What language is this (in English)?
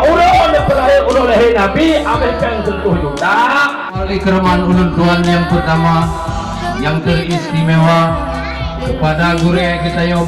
Achinese